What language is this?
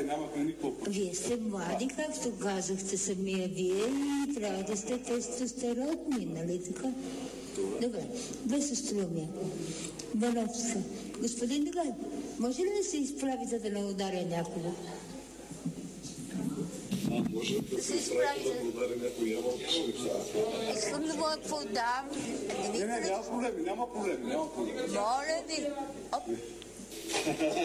Bulgarian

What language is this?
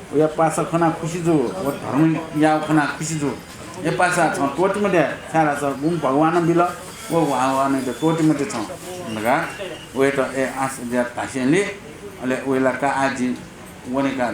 Newari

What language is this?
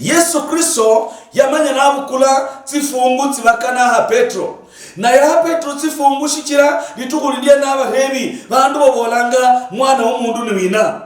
Luyia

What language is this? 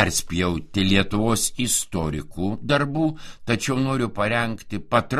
Lithuanian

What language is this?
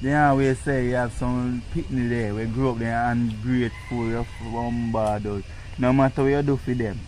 Jamaican Creole English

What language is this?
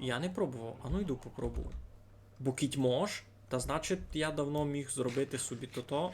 Rusyn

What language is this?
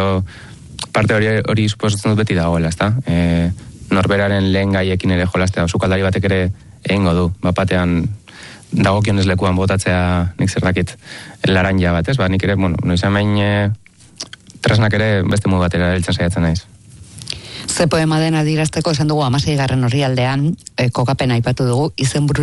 Basque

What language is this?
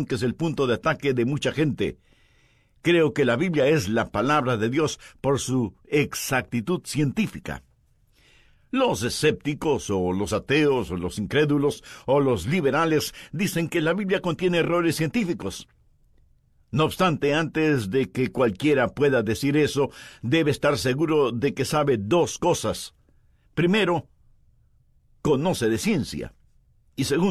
Spanish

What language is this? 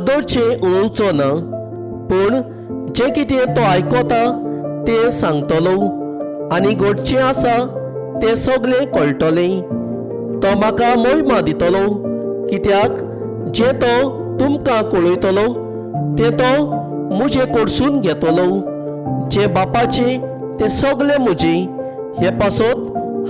Konkani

